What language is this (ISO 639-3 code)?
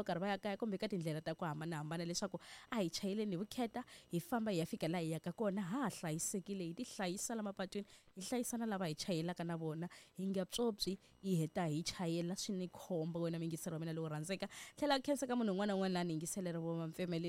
tso